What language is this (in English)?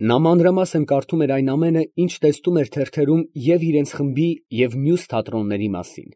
Armenian